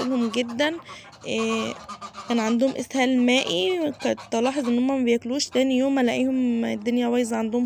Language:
Egyptian Arabic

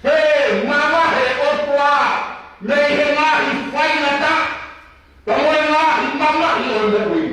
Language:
Tongan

